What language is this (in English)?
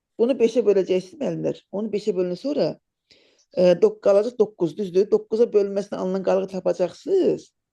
Azerbaijani